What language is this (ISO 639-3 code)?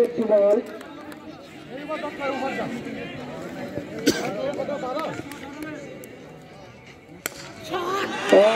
ben